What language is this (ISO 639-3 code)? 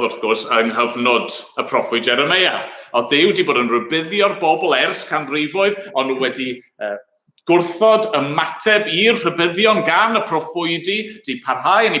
cym